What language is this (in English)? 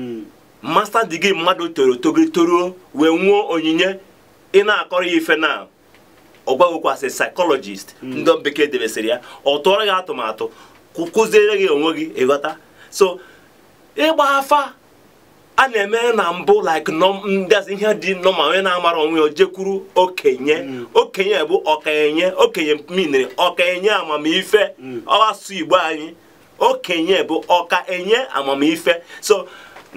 Igbo